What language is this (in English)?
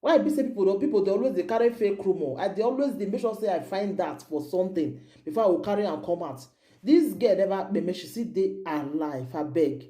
Nigerian Pidgin